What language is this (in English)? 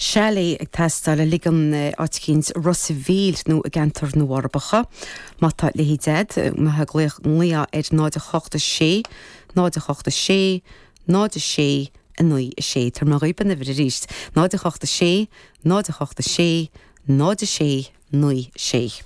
Irish